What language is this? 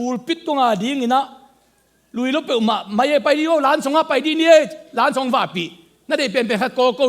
Tedim Chin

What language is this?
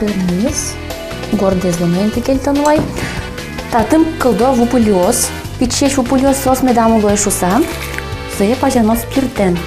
Udmurt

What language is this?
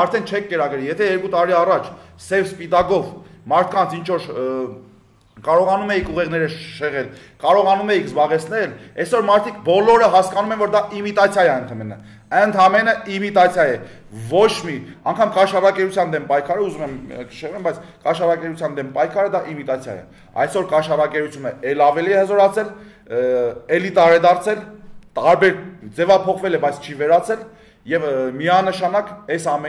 Armenian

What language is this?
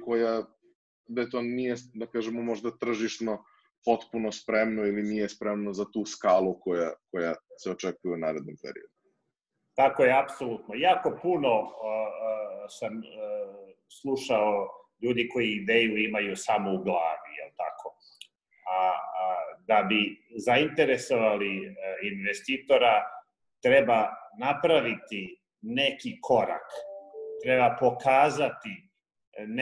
Serbian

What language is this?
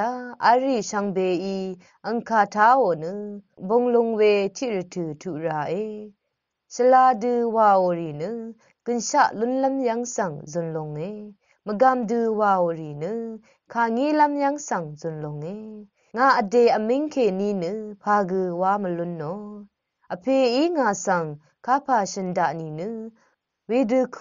Rawang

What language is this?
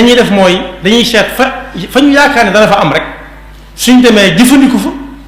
Wolof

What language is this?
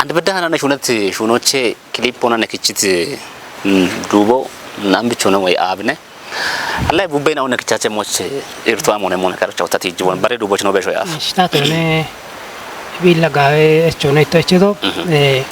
Kafa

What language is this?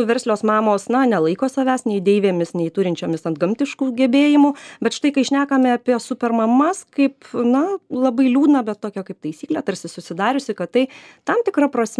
Lithuanian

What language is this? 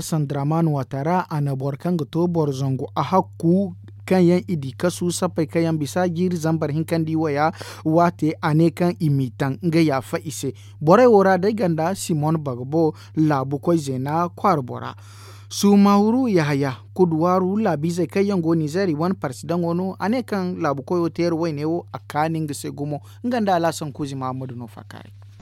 Zarma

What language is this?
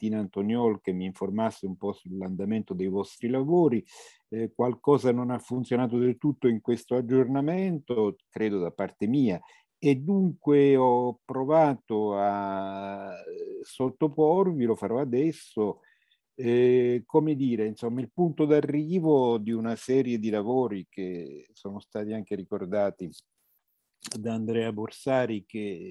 Italian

